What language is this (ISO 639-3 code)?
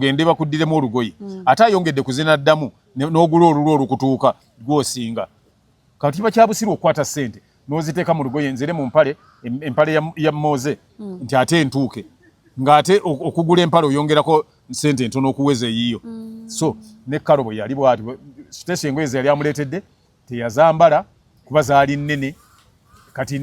lug